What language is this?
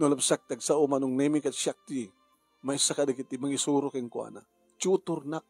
Iloko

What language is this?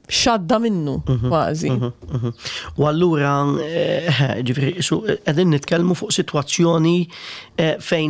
Maltese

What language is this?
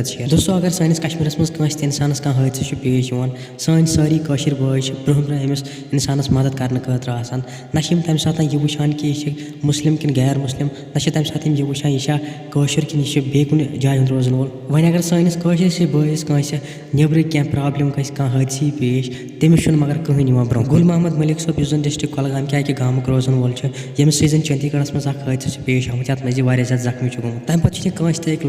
Kashmiri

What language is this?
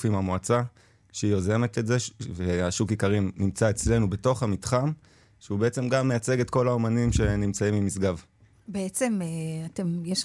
Hebrew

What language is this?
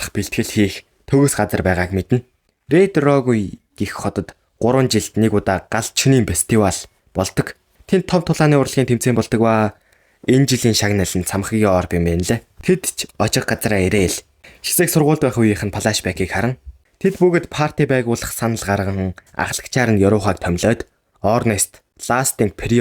Mongolian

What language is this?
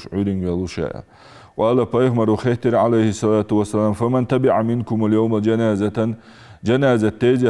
Ingush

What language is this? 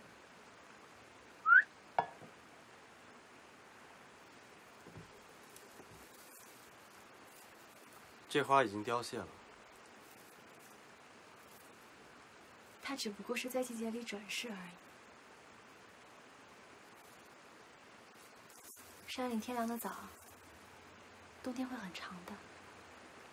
Chinese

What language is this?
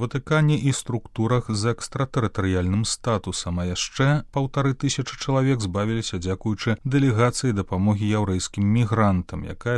Belarusian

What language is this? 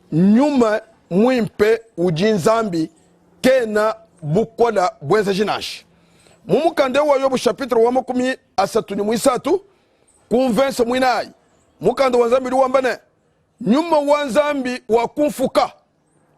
Luba-Lulua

